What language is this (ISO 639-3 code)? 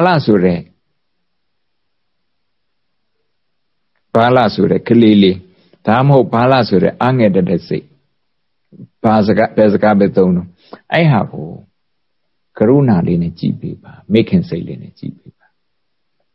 mya